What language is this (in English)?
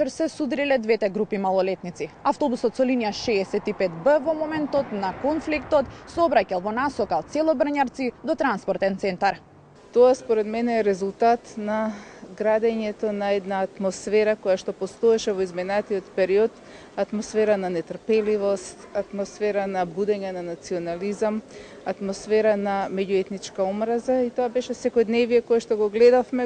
Macedonian